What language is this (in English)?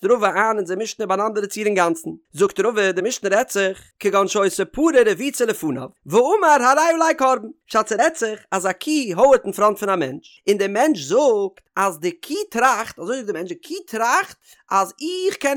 Yiddish